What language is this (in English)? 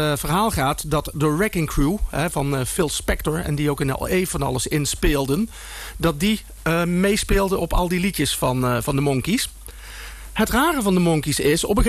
Dutch